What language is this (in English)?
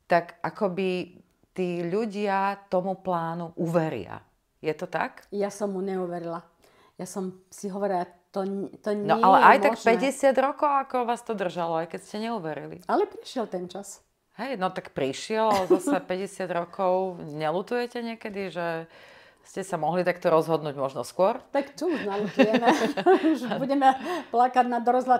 Slovak